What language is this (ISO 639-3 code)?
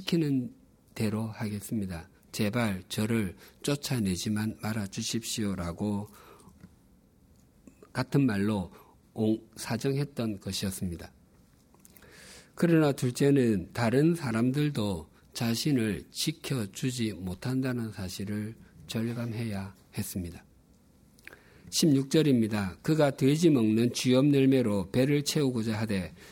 kor